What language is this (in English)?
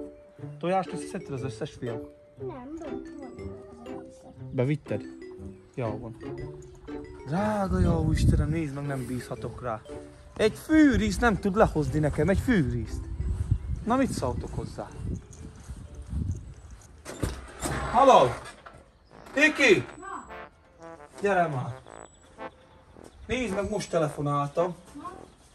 Hungarian